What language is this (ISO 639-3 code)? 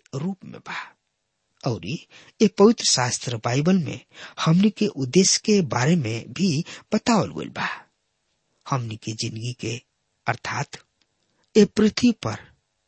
bho